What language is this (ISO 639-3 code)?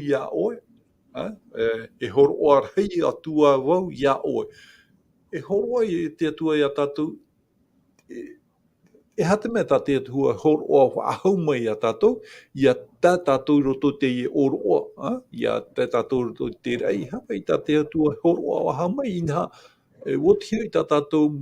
tah